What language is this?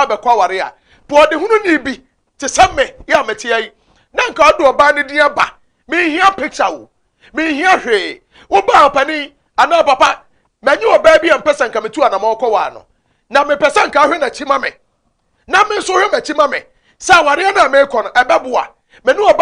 Akan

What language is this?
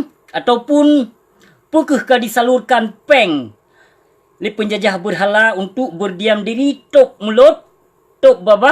Achinese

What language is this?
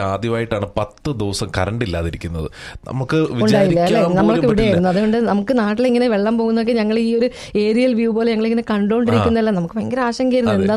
Malayalam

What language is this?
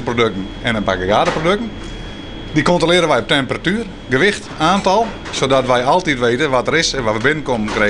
Western Frisian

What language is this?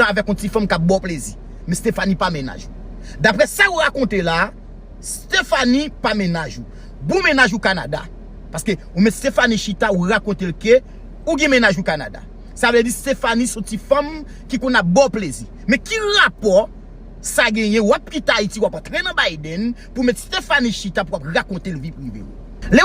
Haitian Creole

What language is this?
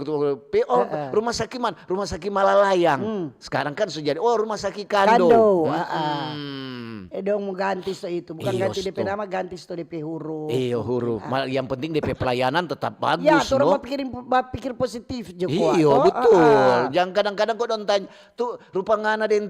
Manado Malay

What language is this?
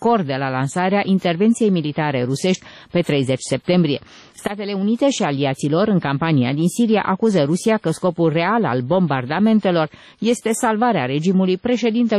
Romanian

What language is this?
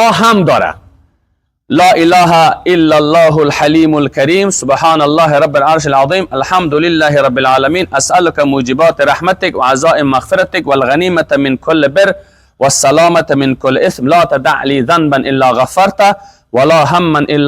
Persian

